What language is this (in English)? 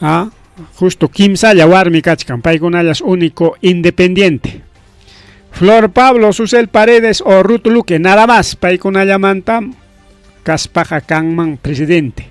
Ayacucho Quechua